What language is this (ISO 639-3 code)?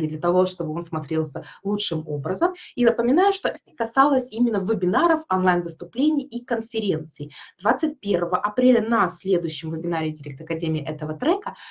rus